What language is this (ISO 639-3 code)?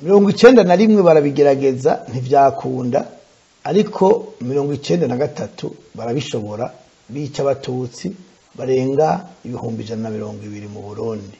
run